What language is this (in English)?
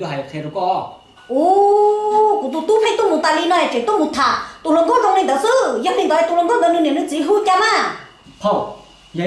Hmong